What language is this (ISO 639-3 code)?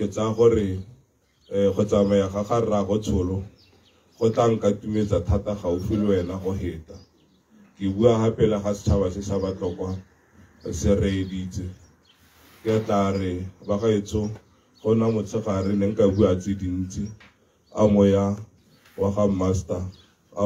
tsn